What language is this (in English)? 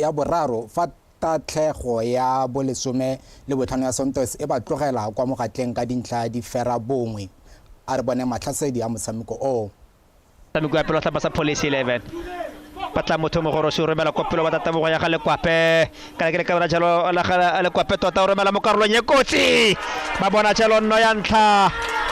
Tswana